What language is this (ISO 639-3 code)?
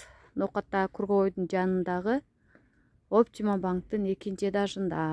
kir